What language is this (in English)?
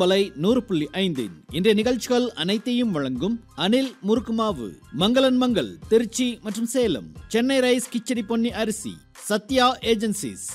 Tamil